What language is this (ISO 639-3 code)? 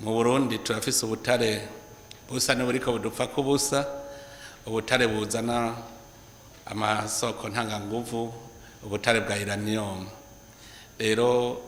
run